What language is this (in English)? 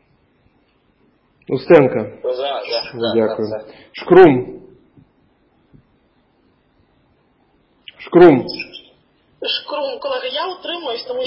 Ukrainian